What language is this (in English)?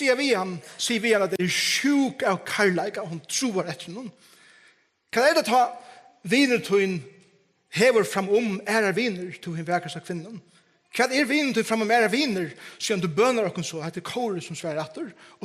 Faroese